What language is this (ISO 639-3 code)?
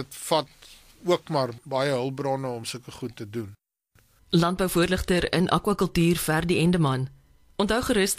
afr